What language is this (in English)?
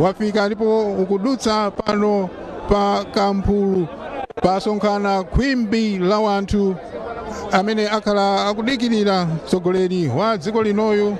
Nyanja